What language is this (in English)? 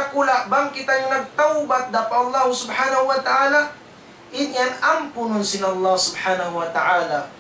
Tausug